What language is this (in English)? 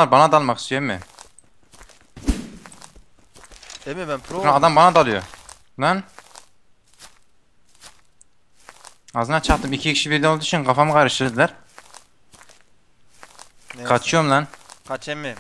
Turkish